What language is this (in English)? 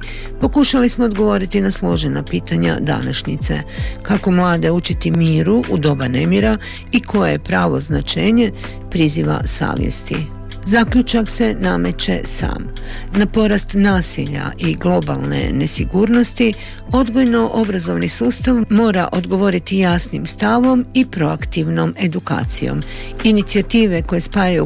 Croatian